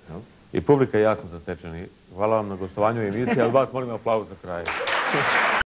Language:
Bosnian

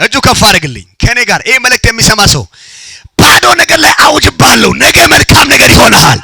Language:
Amharic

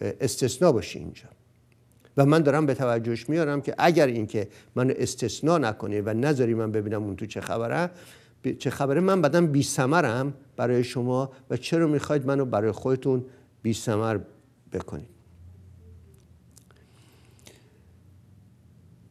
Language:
Persian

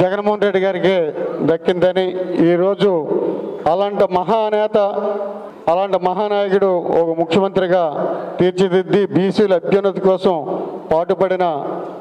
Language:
Telugu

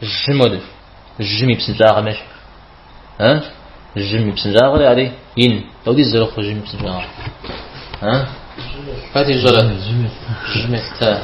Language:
Kabardian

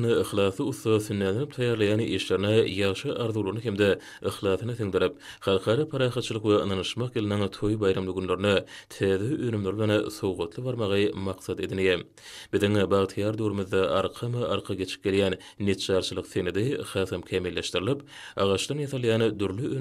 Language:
Turkmen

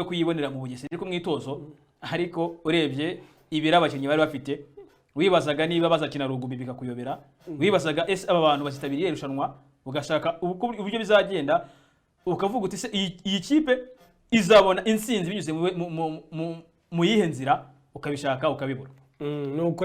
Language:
Kinyarwanda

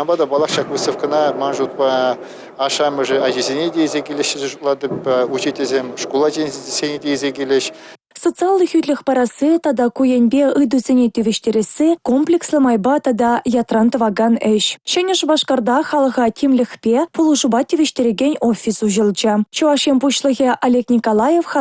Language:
Chuvash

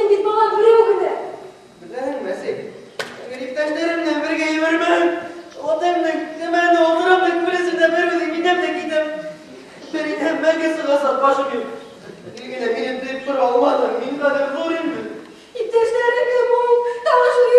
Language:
Bashkir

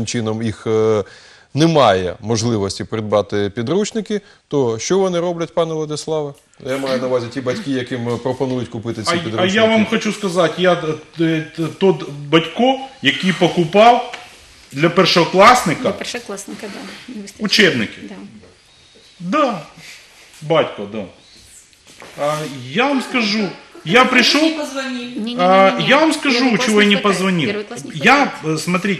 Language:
Ukrainian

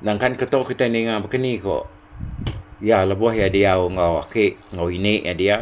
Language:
Iban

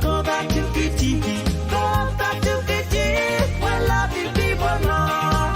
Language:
Pohnpeian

